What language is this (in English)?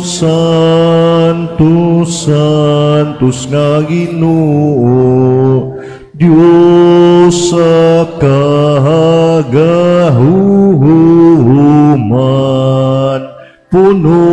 Cebuano